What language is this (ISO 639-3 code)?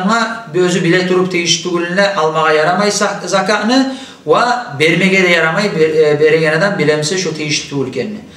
kum